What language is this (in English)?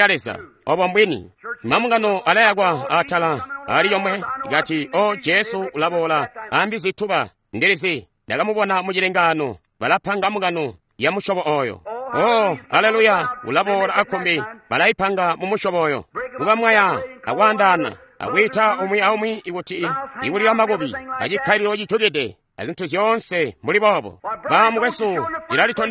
Tonga (Zambia)